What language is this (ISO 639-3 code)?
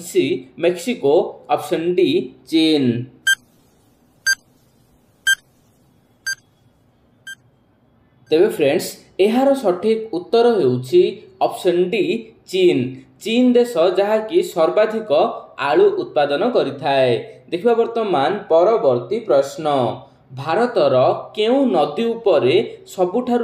ori